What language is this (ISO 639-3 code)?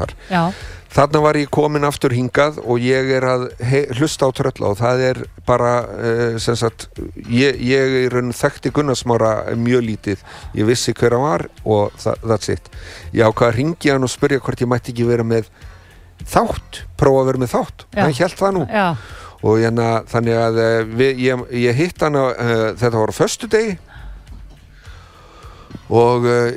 isl